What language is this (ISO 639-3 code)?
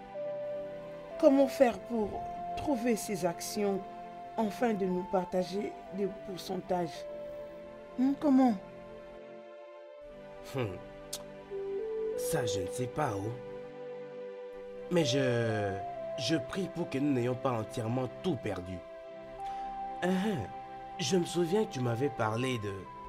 fra